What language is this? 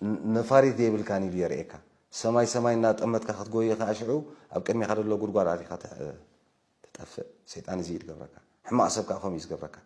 Tigrinya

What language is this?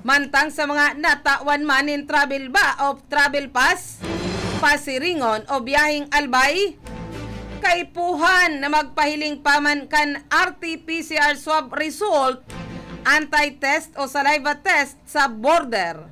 Bikol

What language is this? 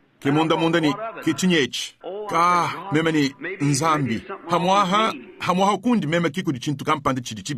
Luba-Lulua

